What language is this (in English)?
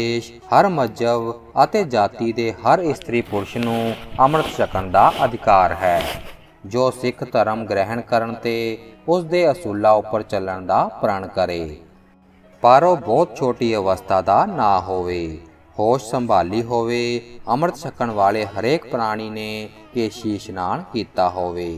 Punjabi